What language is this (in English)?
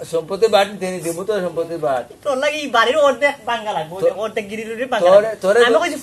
Sylheti